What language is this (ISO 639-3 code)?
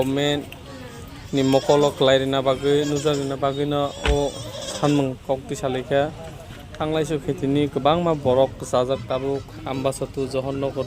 trp